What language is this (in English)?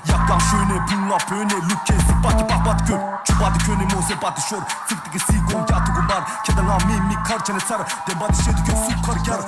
Tibetan